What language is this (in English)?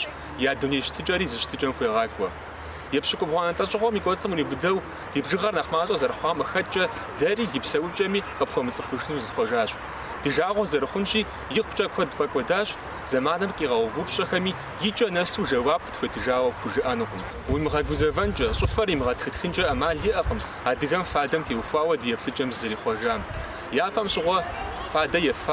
Kabardian